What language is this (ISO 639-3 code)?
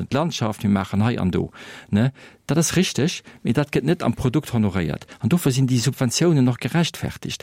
ltz